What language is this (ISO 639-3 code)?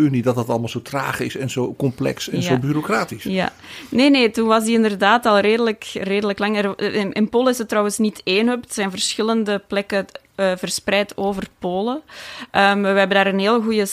nld